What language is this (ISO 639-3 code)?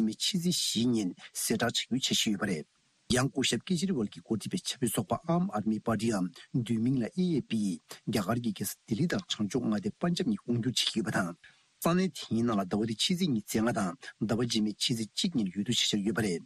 bod